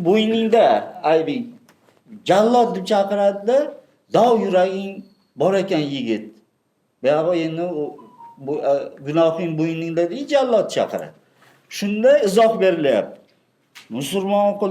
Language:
Uzbek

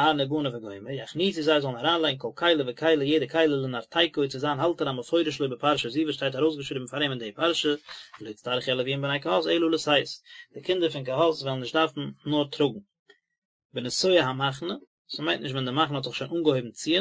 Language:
Yiddish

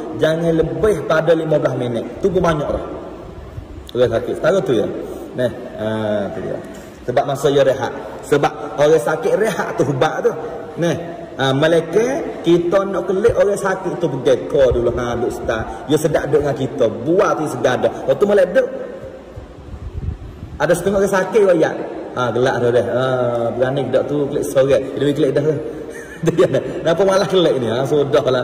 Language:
Malay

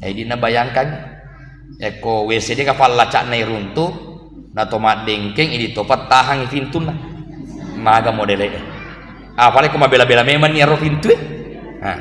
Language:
Buginese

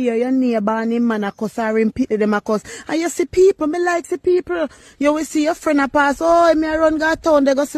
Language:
Jamaican Creole English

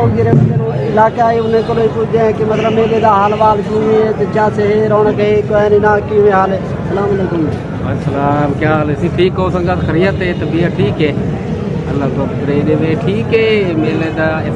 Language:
Saraiki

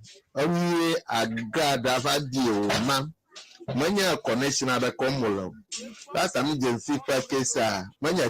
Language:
Ewe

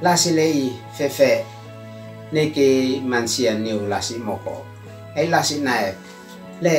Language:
Uab Meto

